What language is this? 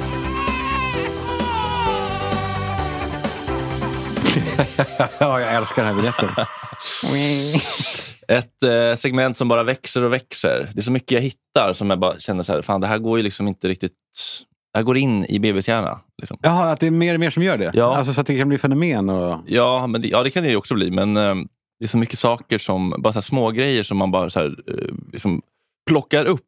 Swedish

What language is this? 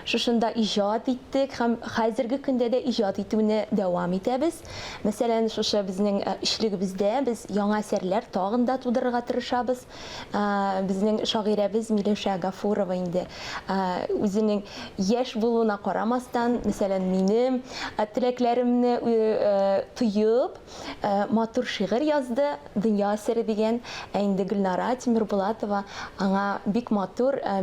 Tatar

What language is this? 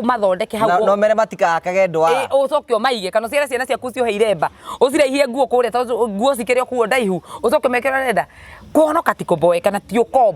Kikuyu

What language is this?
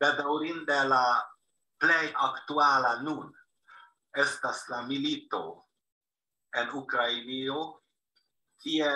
Esperanto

